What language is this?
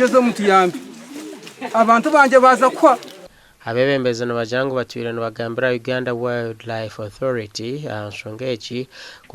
Nyankole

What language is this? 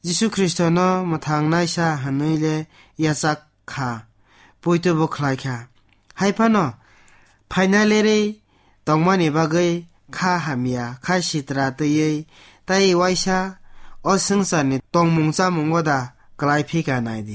Kok Borok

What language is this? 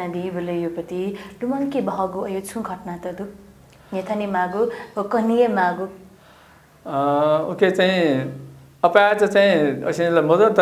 Newari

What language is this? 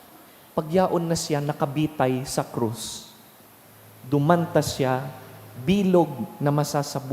Bikol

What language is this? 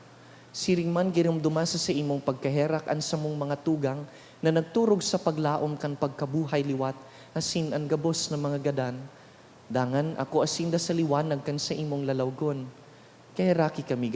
Bikol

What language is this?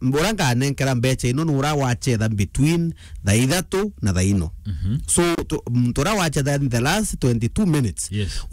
Meru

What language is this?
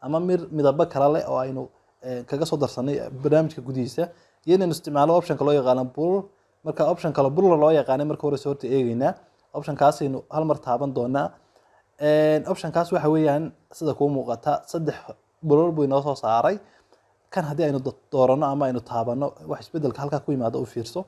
Somali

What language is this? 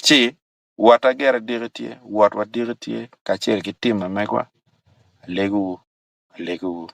Acoli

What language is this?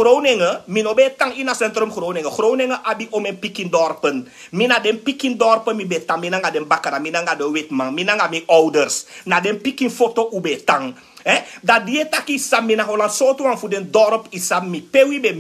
Sranan Tongo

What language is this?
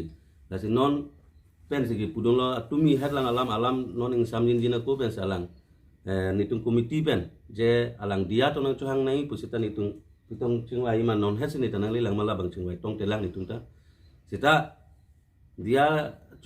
Karbi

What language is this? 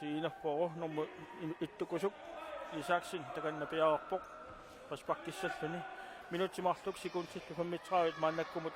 Kalaallisut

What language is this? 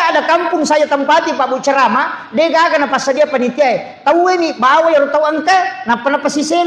Buginese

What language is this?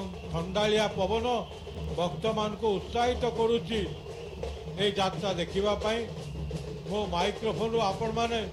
Odia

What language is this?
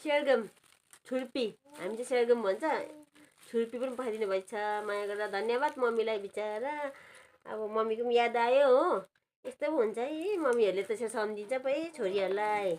Nepali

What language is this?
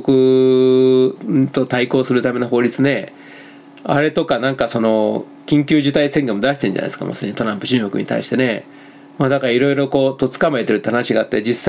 Japanese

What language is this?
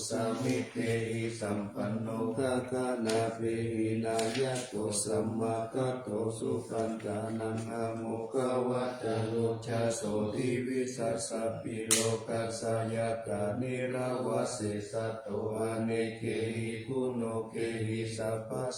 Pali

